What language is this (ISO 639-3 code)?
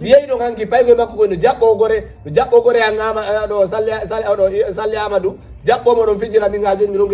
ful